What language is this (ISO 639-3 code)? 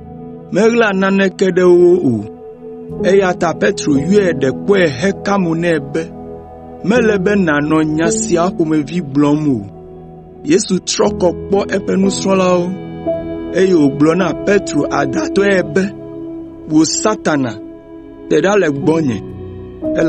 ewe